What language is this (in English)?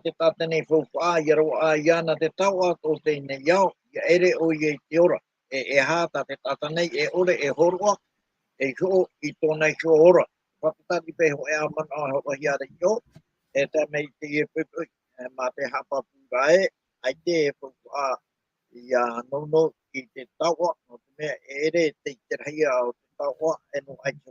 Tahitian